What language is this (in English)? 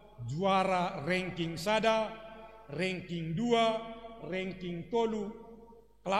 Batak Simalungun